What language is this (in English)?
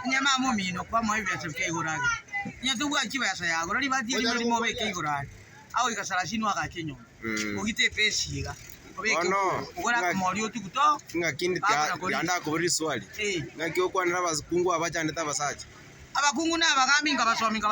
Gusii